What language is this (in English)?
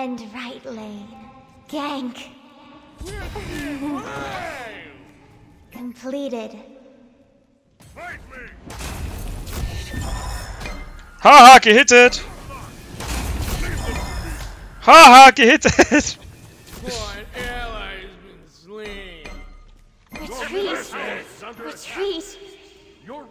German